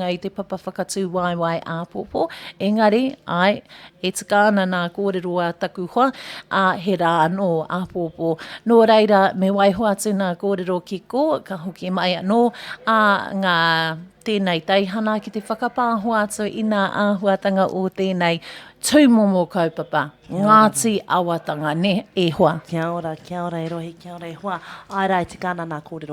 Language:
Māori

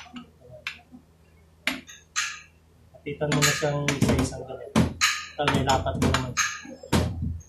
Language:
Filipino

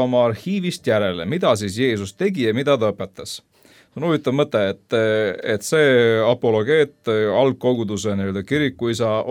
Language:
Estonian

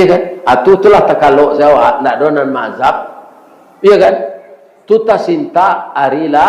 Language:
Minangkabau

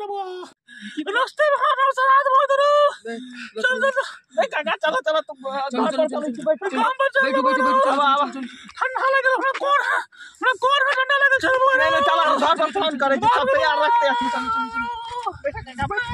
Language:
Maithili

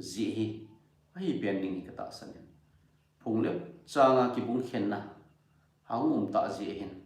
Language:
Thado Chin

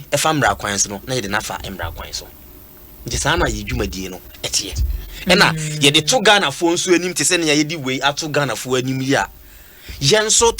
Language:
Akan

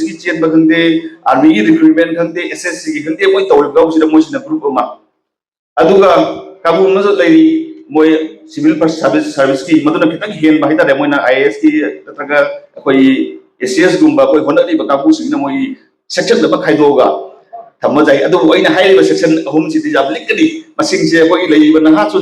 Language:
Manipuri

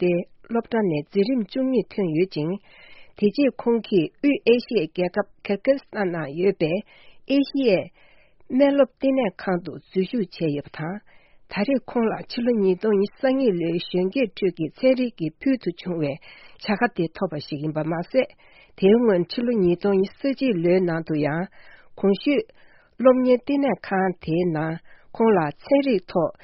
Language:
Tibetan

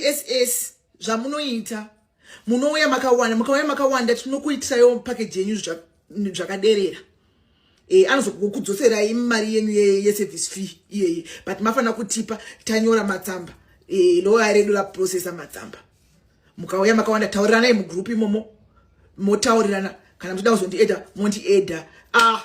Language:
Shona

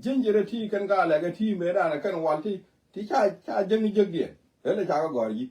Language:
Nuer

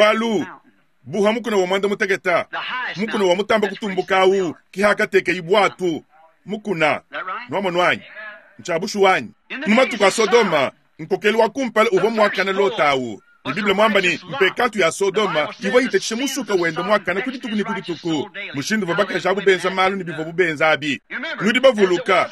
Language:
Luba-Lulua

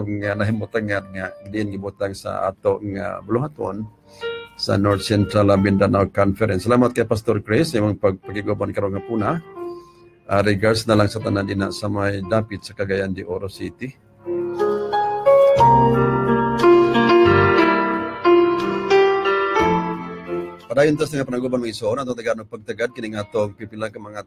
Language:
Cebuano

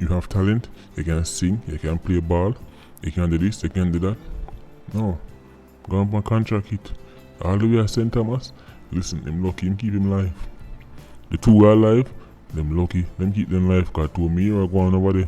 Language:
Jamaican Creole English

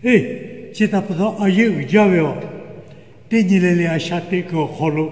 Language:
Lahu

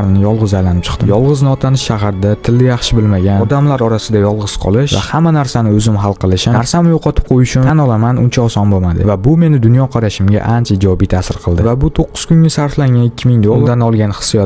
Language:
Uzbek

